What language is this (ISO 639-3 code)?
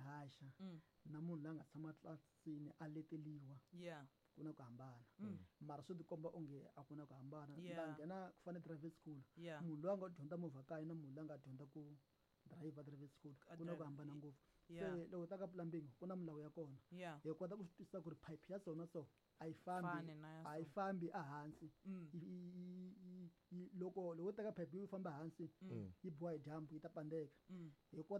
tso